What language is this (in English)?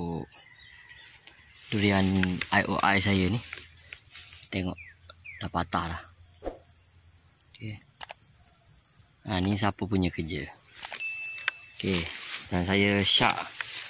Malay